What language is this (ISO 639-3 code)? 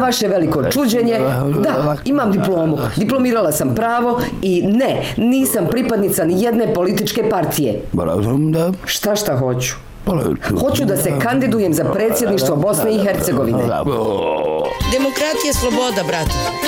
bos